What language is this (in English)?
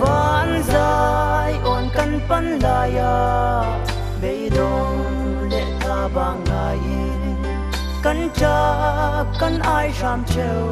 Falam Chin